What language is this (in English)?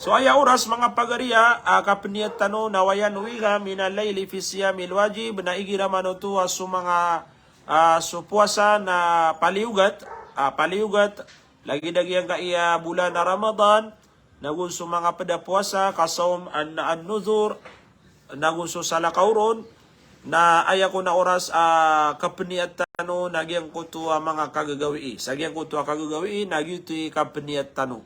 Maranao